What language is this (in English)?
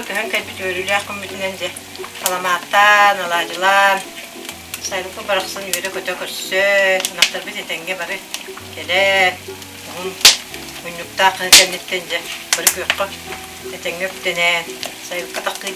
Yakut